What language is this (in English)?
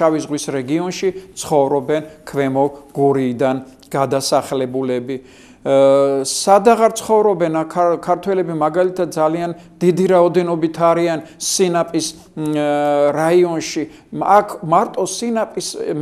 Georgian